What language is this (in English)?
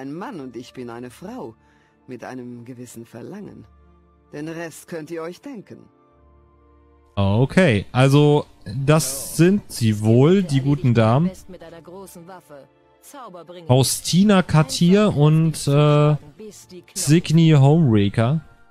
German